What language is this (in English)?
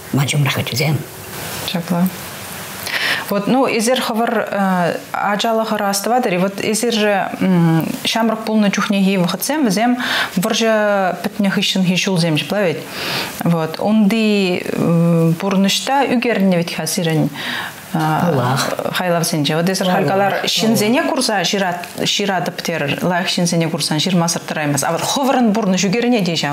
Chuvash